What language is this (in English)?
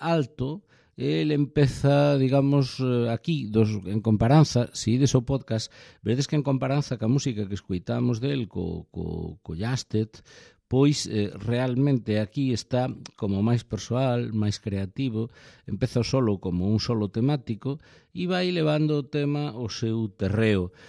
Galician